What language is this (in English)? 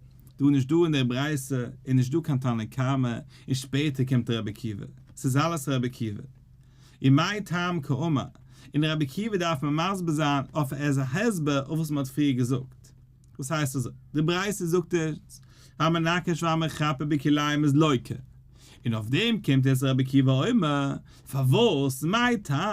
Yiddish